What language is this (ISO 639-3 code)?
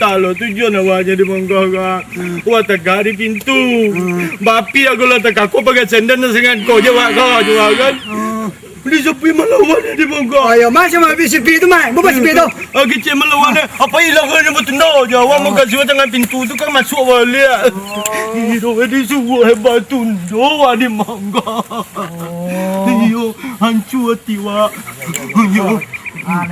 min